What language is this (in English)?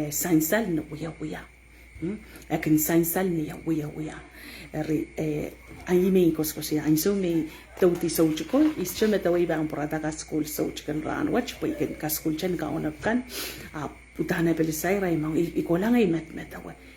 Pohnpeian